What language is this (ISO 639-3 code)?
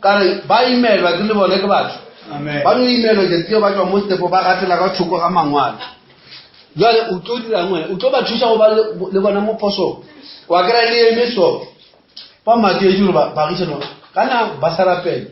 nso